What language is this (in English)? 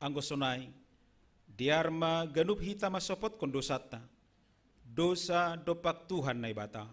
Batak Simalungun